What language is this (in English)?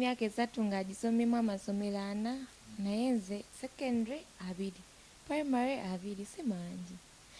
Ganda